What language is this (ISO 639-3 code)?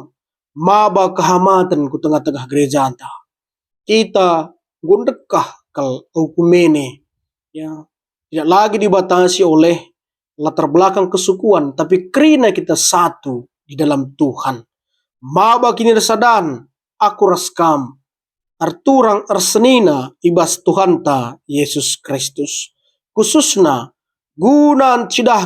btx